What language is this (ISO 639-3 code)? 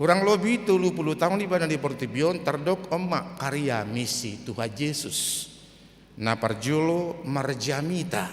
bbc